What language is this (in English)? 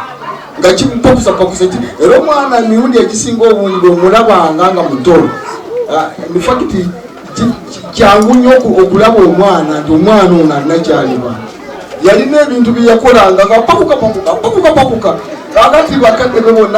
Ganda